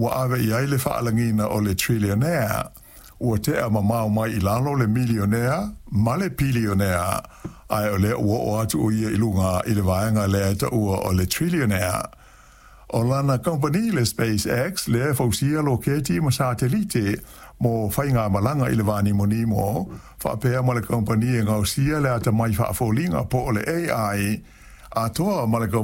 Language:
Samoan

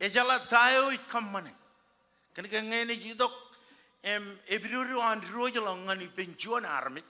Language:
Marshallese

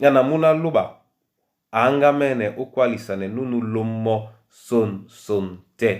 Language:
Duala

